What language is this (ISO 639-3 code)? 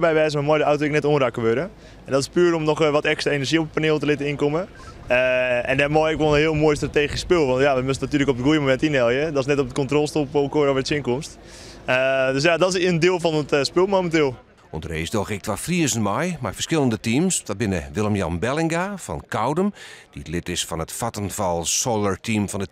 fry